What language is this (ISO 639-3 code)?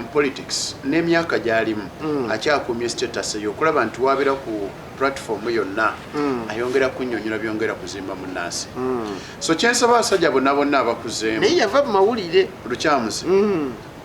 lug